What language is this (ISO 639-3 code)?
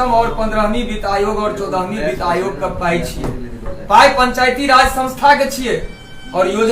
mai